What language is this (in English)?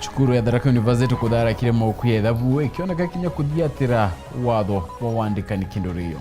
Meru